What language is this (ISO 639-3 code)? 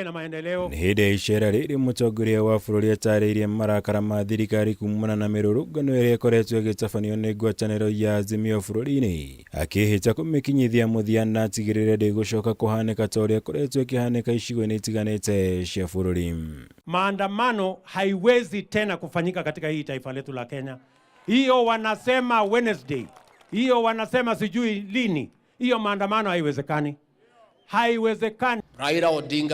kik